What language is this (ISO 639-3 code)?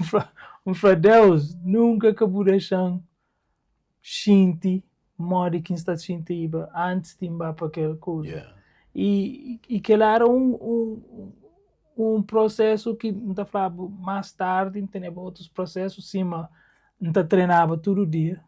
kea